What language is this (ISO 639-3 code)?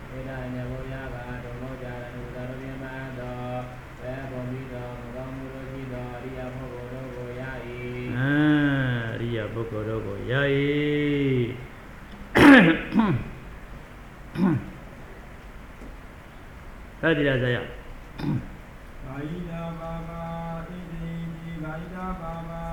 mya